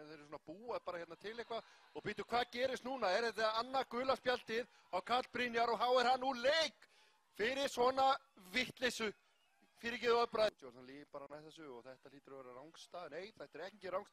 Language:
Icelandic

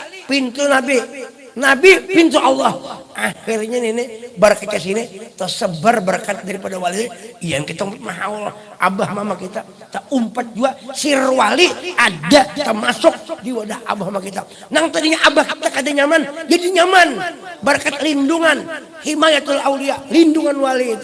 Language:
Banjar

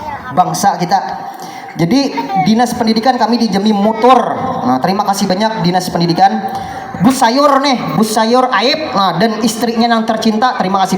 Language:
Banjar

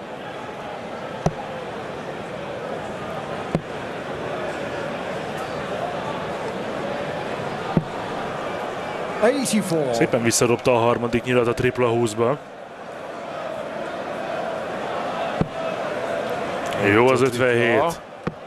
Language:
Hungarian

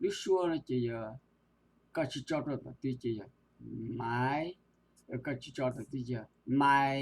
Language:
Hmong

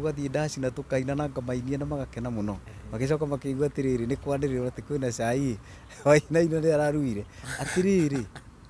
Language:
Kikuyu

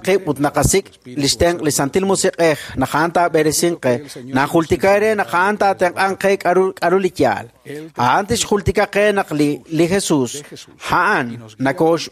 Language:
Kekchí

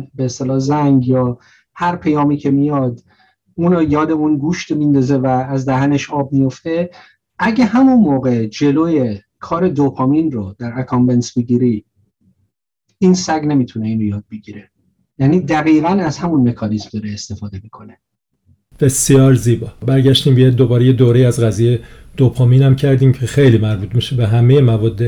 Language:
Persian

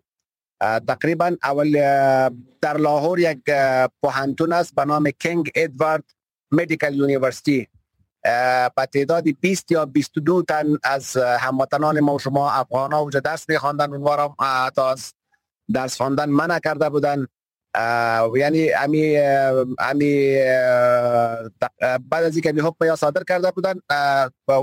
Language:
Persian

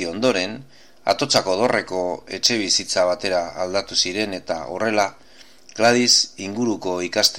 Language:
Basque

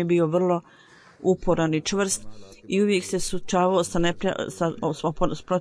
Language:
Bosnian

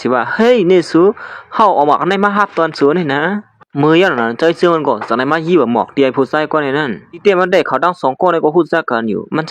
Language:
Shan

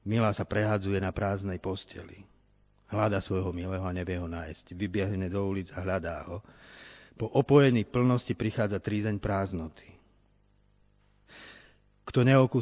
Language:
Slovak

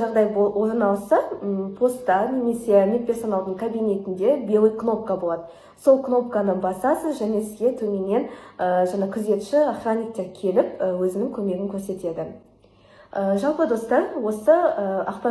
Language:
Kazakh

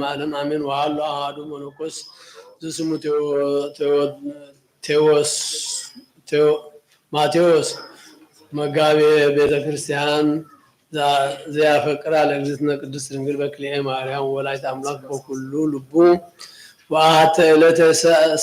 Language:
Geez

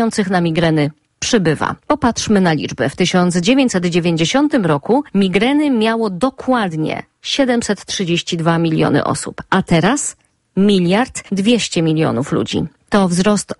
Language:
Polish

